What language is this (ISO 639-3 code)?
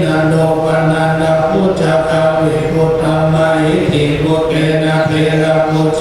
pli